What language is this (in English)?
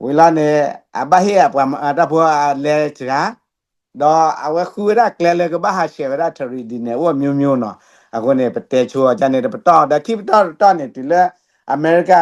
S'gaw Karen